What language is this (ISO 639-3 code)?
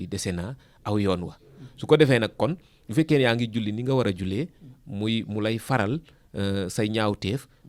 wol